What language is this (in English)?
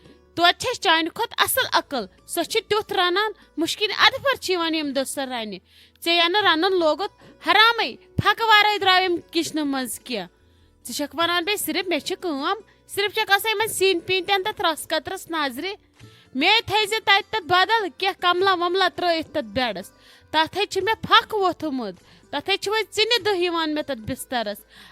Kashmiri